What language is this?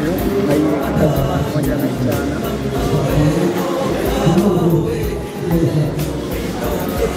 Kinyarwanda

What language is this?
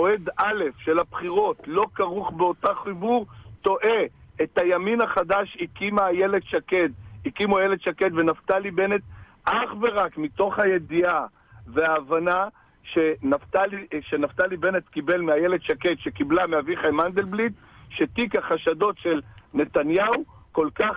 Hebrew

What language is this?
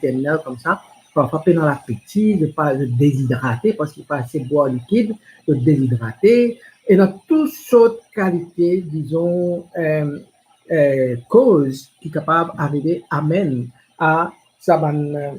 Morisyen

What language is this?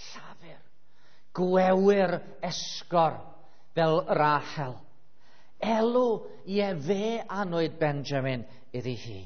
Welsh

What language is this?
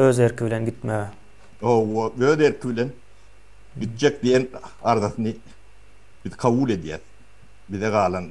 Turkmen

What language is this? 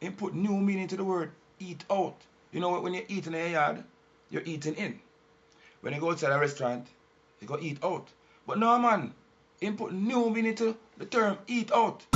Jamaican Creole English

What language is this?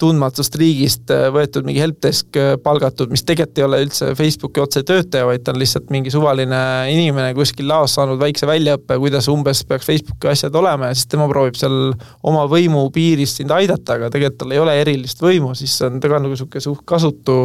Estonian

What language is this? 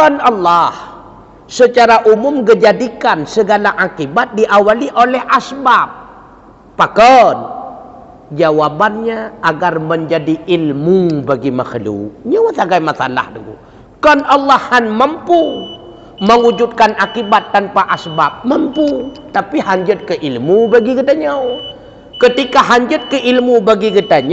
Achinese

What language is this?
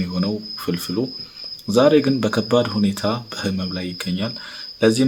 Amharic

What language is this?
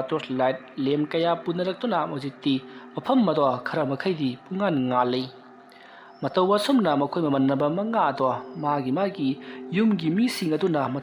Manipuri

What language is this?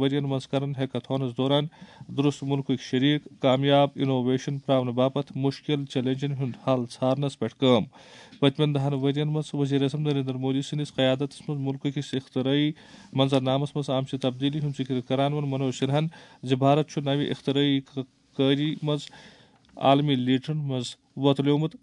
Kashmiri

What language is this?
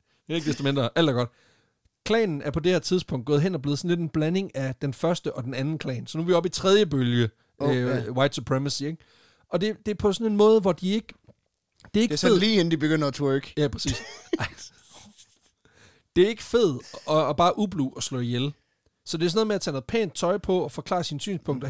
Danish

